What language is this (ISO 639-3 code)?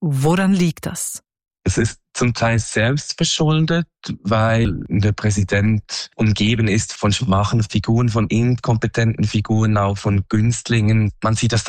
deu